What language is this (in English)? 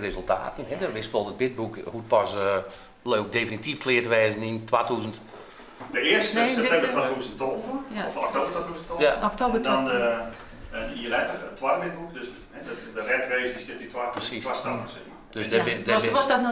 Western Frisian